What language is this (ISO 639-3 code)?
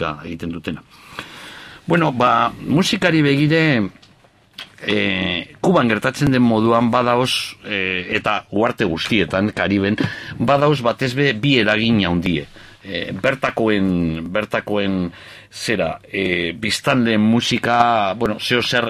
eus